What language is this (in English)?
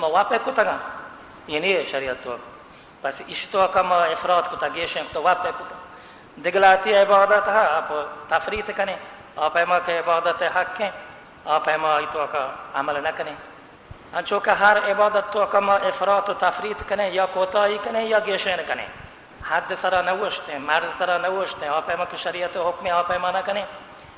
Baluchi